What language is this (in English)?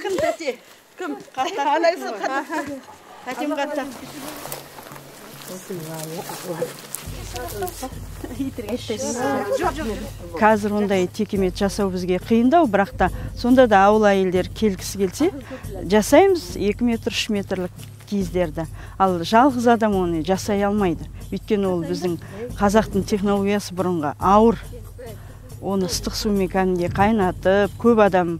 Kazakh